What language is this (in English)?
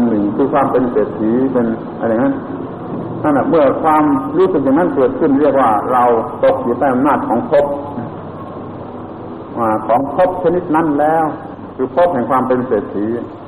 Thai